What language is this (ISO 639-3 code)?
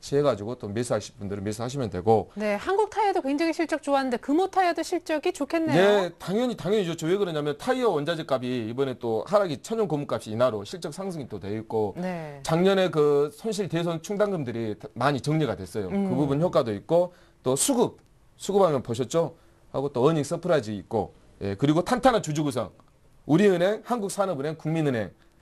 kor